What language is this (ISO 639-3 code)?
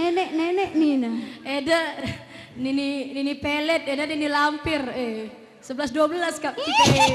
btx